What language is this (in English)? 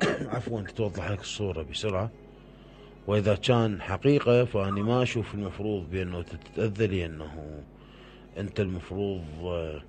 Mesopotamian Arabic